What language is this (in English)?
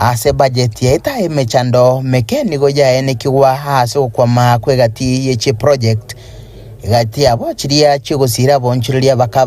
Gusii